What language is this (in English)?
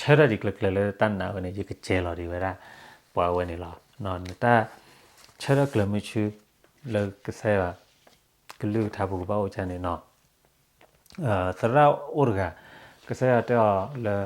S'gaw Karen